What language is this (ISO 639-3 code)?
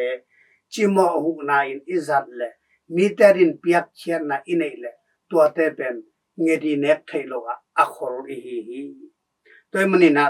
ctd